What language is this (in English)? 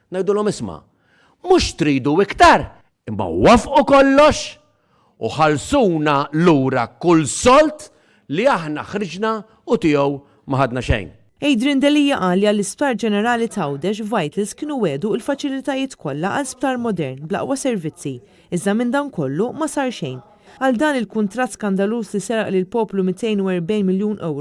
Maltese